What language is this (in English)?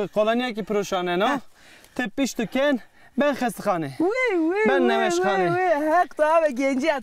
Zaza